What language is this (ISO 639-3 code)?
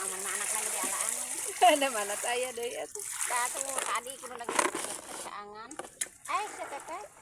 sun